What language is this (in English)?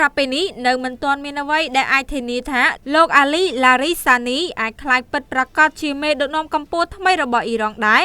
Khmer